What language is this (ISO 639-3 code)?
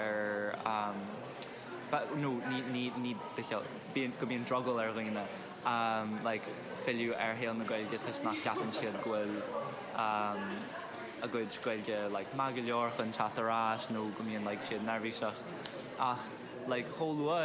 gle